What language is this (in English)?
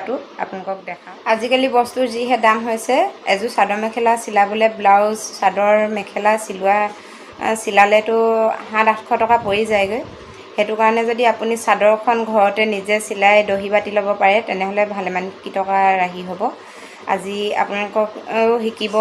Assamese